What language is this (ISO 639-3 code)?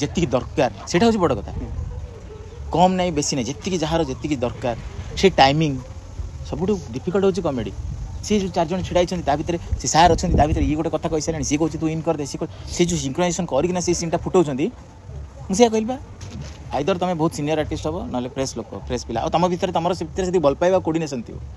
ori